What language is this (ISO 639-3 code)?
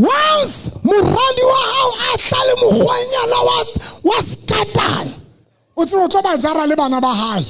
sot